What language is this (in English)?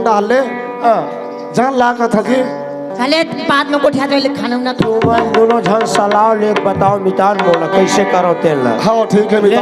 Chhattisgarhi